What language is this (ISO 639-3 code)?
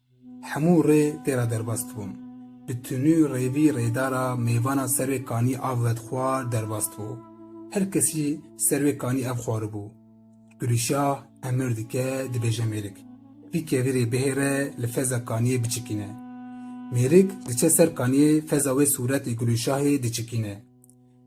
kur